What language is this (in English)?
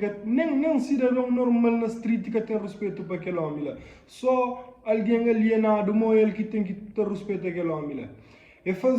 Kabuverdianu